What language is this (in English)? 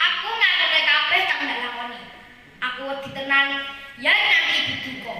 Javanese